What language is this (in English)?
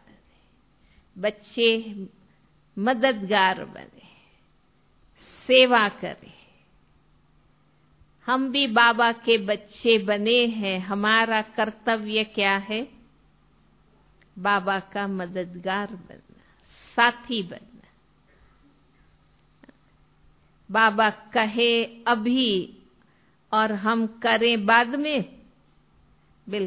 Hindi